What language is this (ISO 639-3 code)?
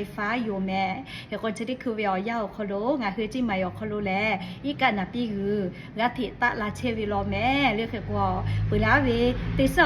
lhu